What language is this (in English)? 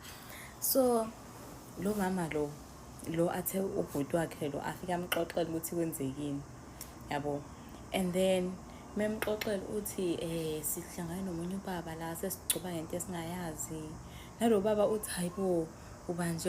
Zulu